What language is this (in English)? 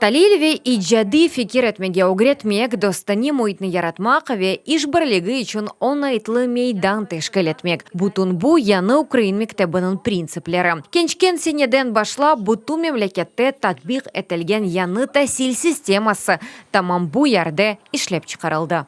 Crimean Tatar